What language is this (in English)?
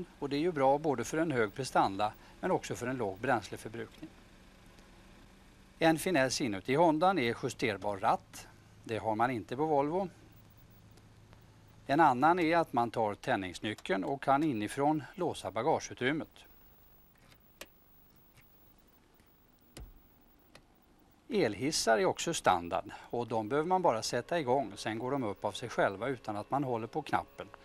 Swedish